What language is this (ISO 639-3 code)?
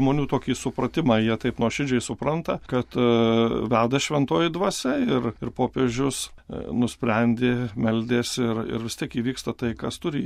lit